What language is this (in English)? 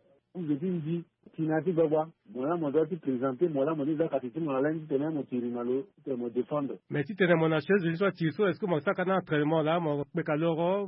Sango